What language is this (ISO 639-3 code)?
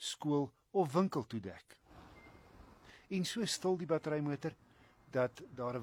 afr